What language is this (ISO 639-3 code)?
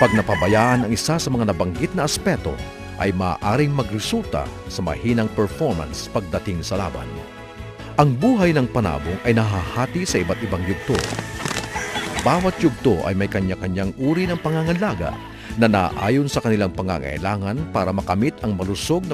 fil